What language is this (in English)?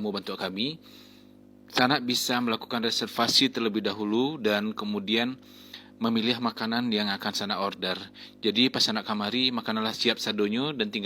Minangkabau